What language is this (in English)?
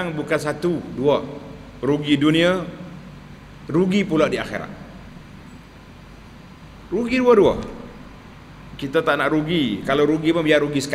Malay